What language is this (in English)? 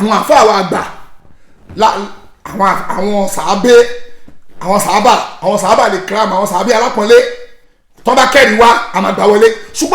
Yoruba